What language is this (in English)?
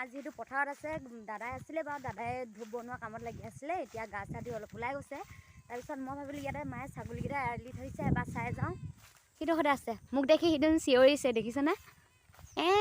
Assamese